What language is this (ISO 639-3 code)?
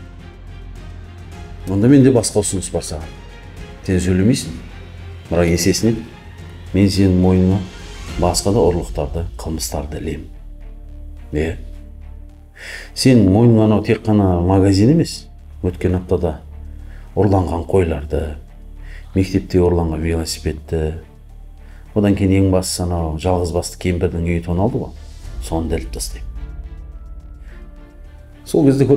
kaz